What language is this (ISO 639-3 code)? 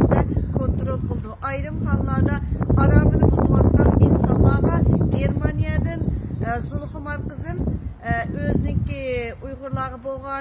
uig